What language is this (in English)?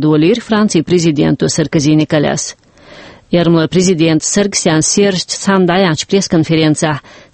Chechen